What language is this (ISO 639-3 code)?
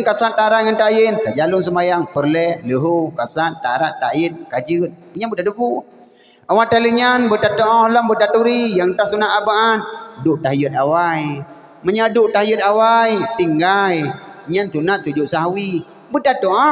ace